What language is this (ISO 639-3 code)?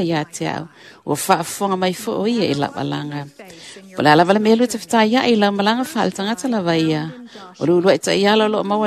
smo